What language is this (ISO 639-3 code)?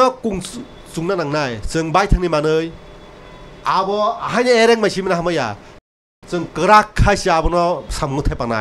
trp